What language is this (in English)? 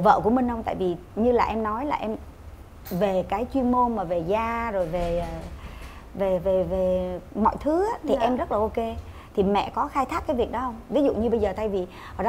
Vietnamese